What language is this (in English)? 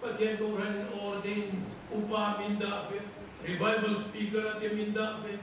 Mizo